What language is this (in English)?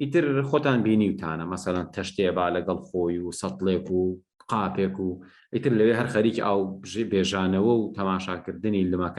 Central Kurdish